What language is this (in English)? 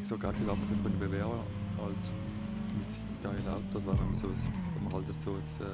Swiss German